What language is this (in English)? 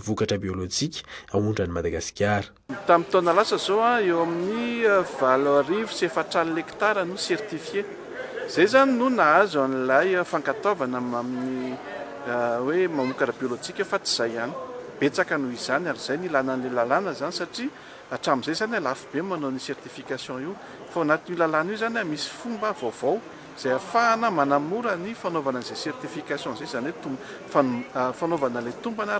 Malagasy